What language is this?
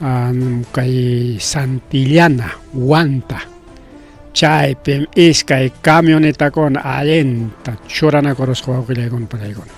Ayacucho Quechua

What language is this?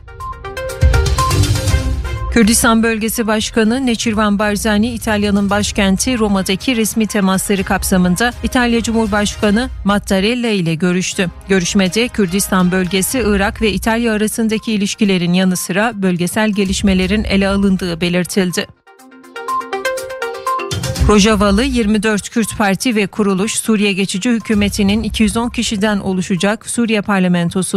Turkish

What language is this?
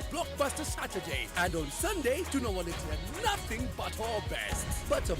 Meru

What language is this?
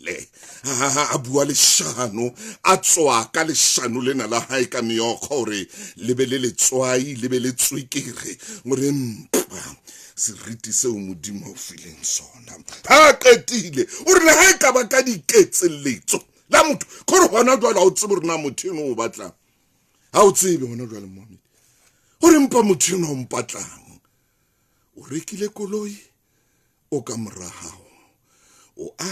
Southern Sotho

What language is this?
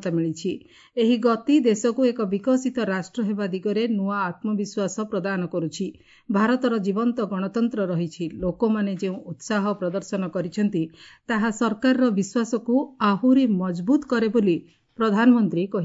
Odia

